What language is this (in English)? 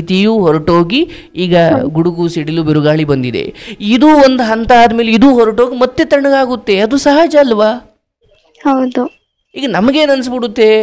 Kannada